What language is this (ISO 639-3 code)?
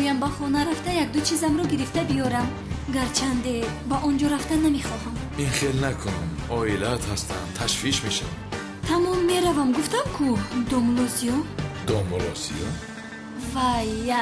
tgk